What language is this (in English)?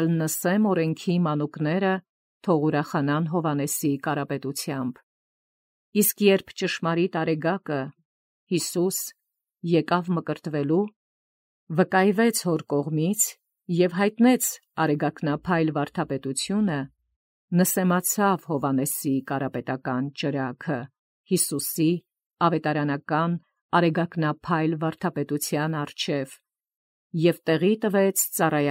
Armenian